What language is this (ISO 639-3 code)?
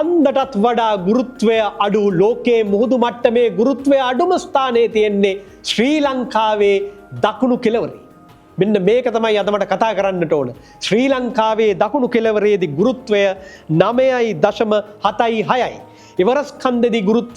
sin